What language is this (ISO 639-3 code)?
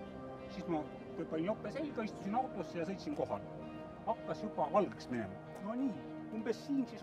est